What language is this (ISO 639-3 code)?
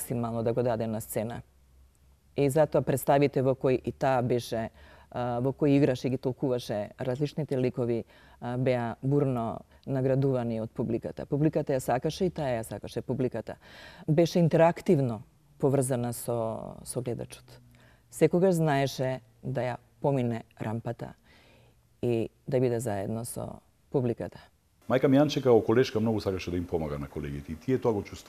mkd